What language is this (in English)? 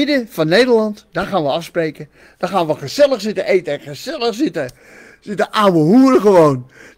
Dutch